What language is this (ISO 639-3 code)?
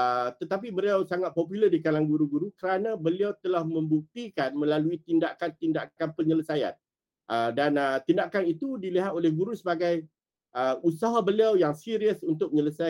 msa